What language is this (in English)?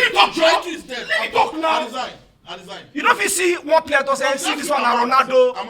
Nigerian Pidgin